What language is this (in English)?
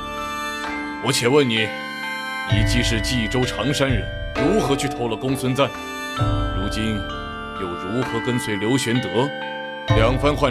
Chinese